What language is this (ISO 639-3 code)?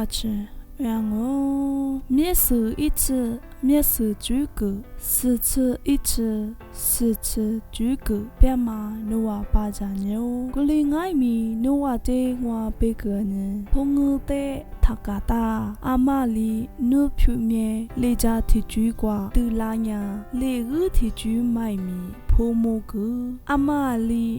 lis